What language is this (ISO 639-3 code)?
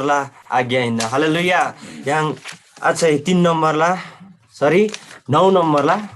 taj